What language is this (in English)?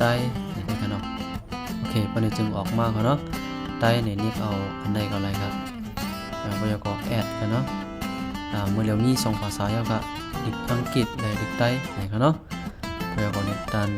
Shan